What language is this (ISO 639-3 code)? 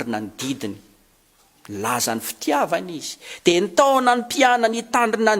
mlg